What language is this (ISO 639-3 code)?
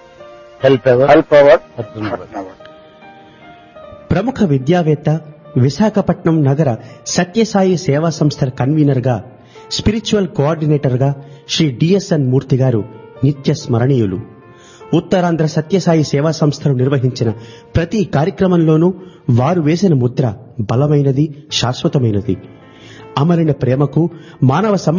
tel